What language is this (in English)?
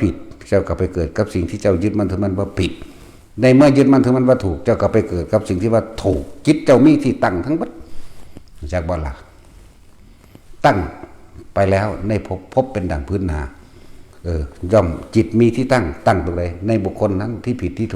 Northeastern Thai